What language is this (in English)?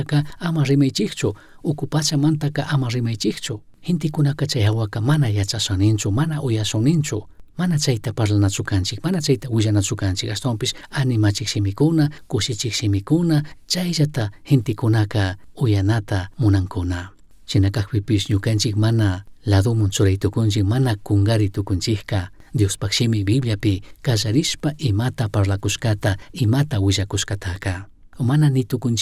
Chimborazo Highland Quichua